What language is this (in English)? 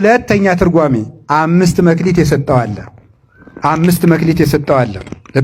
Amharic